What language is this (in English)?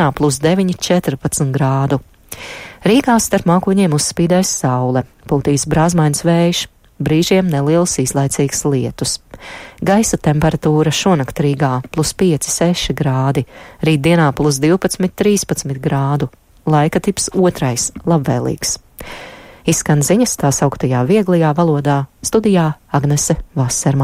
Latvian